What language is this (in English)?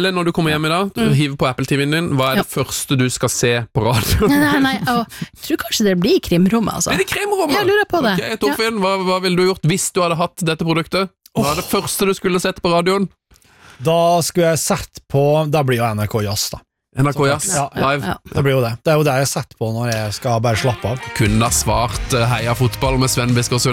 Norwegian